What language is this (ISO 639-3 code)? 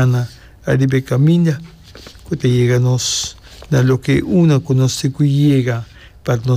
pap